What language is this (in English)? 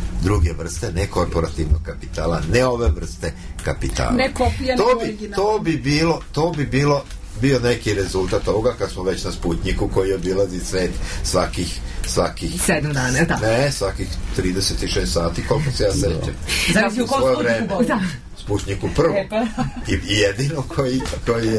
Serbian